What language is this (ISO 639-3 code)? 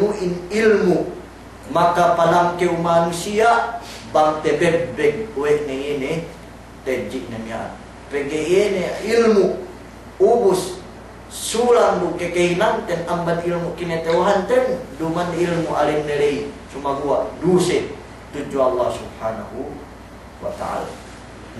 yka